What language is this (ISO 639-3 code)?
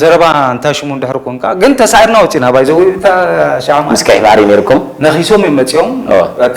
tir